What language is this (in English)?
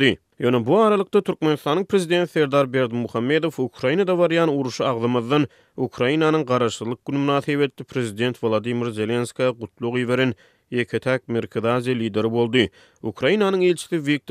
Turkmen